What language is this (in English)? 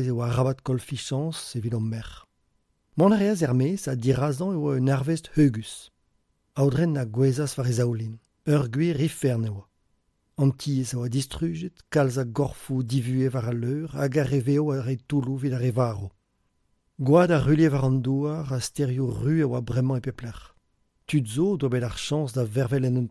Breton